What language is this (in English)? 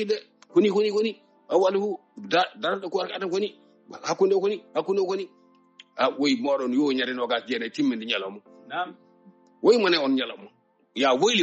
Fula